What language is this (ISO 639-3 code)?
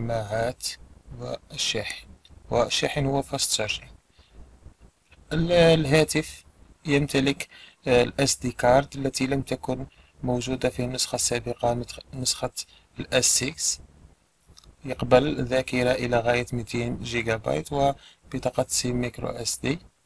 ara